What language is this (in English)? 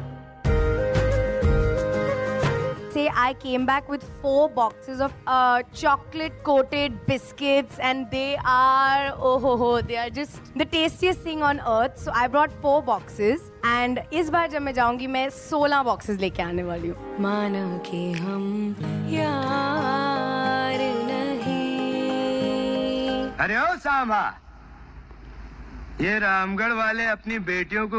Urdu